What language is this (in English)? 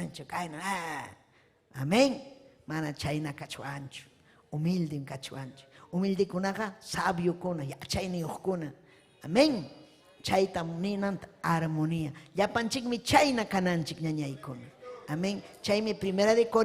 Ayacucho Quechua